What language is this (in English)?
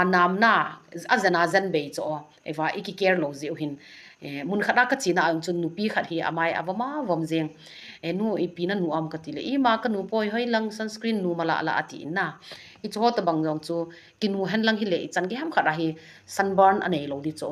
Thado Chin